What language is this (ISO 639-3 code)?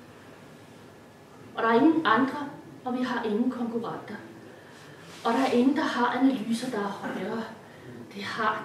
dan